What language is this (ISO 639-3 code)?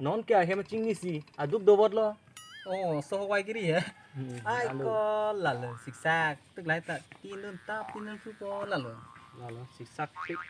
mjw